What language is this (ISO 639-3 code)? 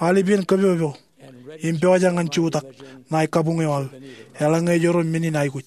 mah